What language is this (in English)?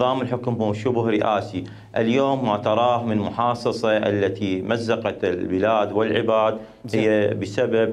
Mesopotamian Arabic